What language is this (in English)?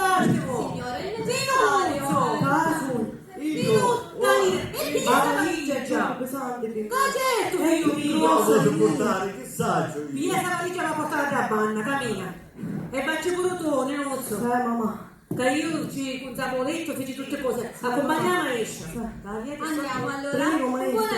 Sicilian